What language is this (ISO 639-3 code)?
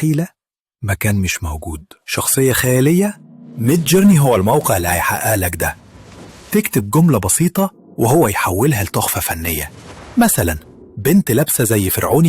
arz